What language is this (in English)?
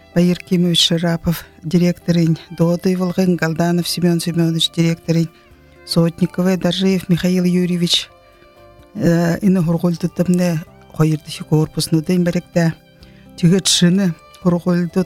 Buriat